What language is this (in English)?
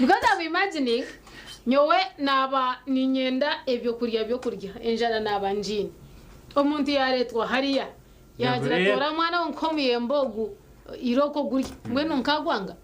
Nyankole